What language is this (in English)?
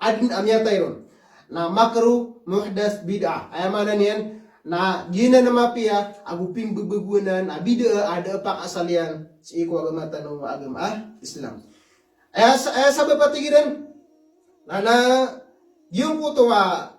Maranao